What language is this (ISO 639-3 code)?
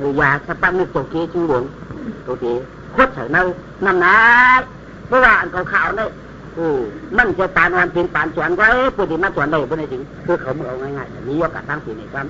shn